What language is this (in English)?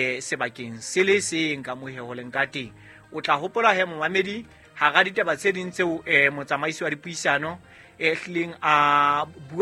Southern Sotho